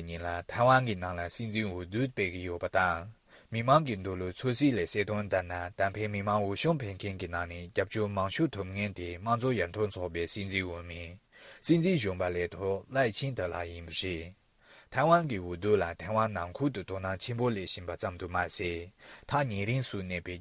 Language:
Tibetan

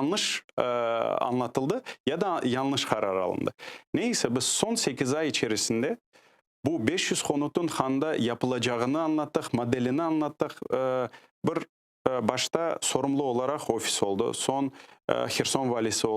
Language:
Crimean Tatar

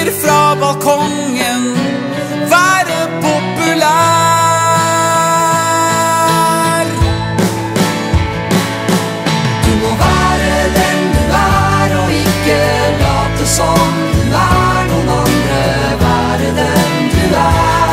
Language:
Norwegian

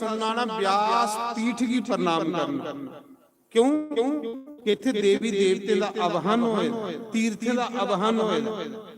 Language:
Dogri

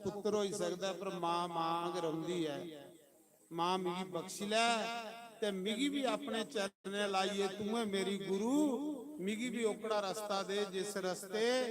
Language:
Dogri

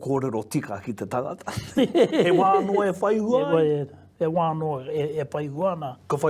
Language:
Māori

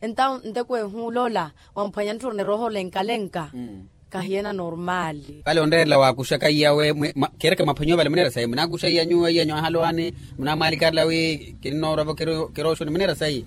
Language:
Makhuwa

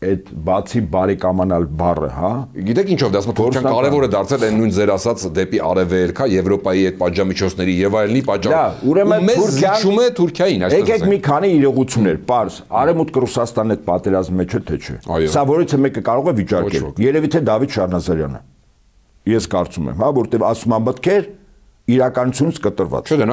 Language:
Armenian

